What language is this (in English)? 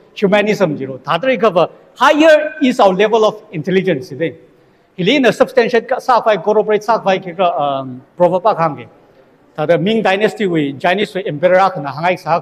Tangkhul Naga (India)